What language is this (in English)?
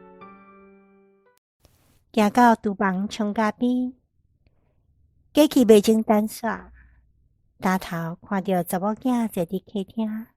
Min Nan Chinese